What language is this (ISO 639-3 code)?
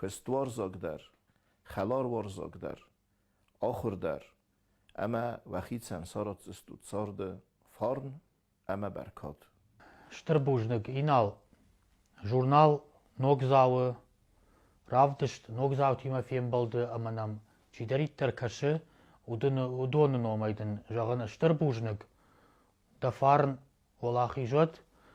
oss